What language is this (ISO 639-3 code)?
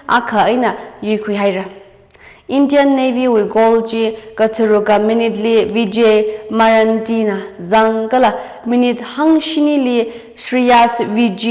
nmf